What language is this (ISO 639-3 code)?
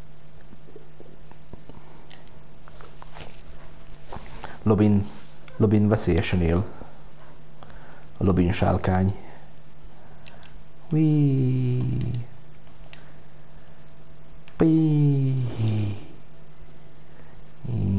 hun